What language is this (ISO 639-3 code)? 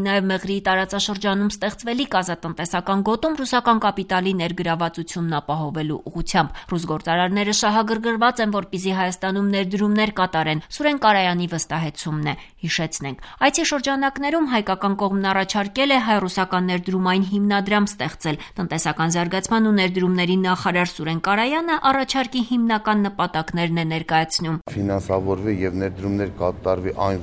hye